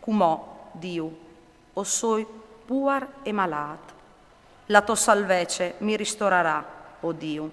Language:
Friulian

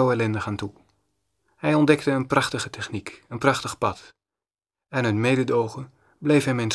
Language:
Dutch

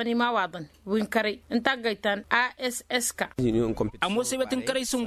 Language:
Tamasheq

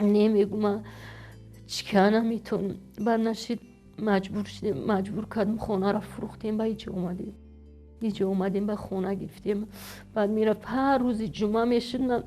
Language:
Tajik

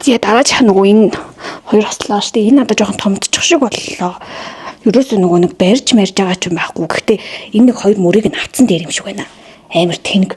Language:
Mongolian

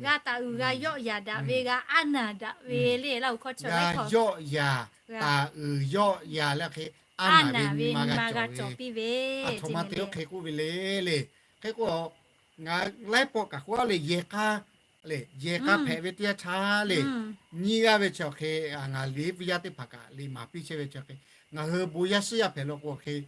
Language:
Lahu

